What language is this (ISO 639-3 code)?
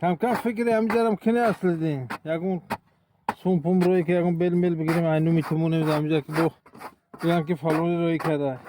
tgk